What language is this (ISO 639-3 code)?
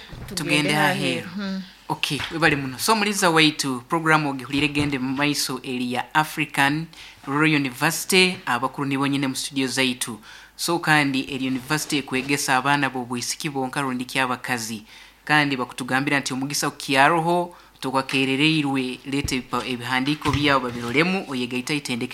nyo